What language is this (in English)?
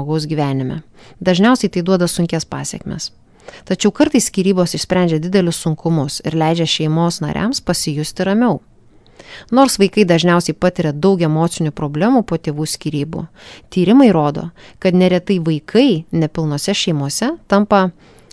Lithuanian